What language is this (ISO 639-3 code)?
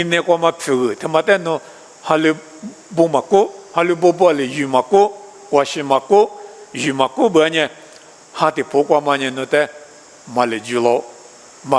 lis